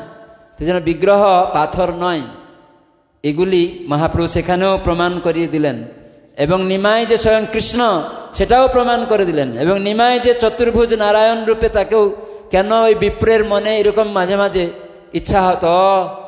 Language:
Bangla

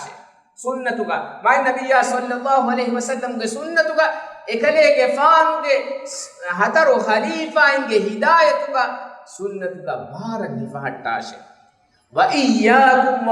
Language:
Divehi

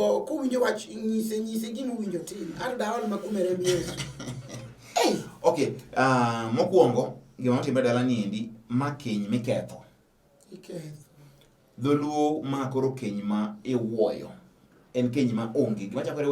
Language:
Luo (Kenya and Tanzania)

